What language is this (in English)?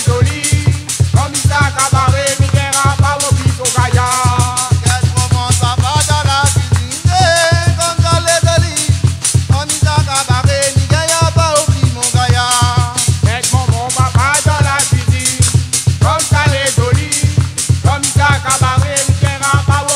Réunion Creole French